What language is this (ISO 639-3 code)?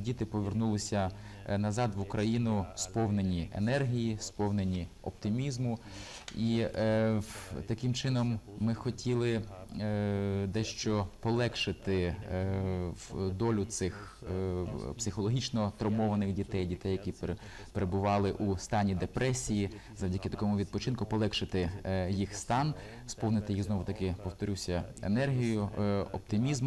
ukr